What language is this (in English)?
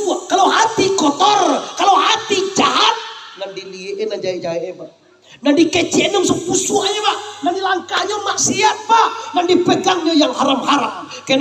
Minangkabau